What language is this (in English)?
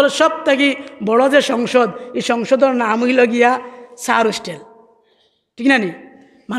Sylheti